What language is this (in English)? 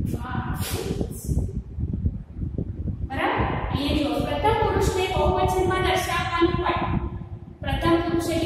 Gujarati